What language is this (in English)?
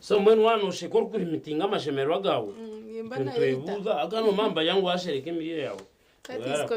Nyankole